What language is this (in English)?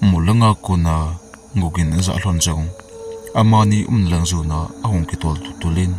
Thado Chin